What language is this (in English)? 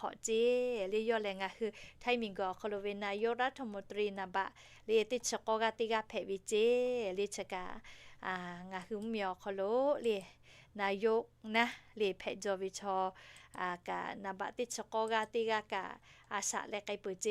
Lahu